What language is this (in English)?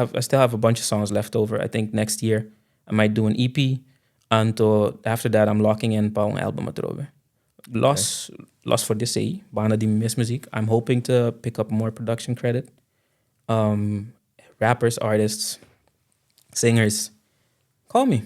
Papiamento